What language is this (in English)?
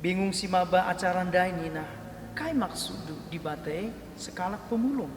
Batak Karo